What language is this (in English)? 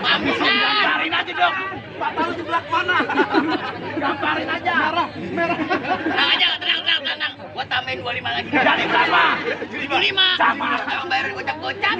Betawi